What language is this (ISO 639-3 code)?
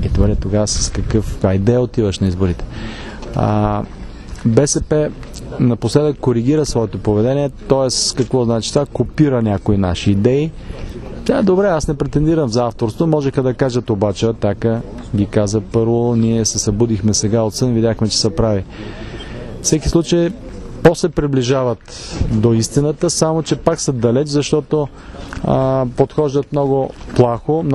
bul